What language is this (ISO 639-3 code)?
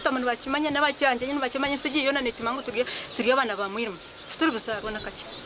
nyn